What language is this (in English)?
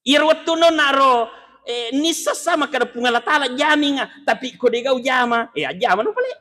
Buginese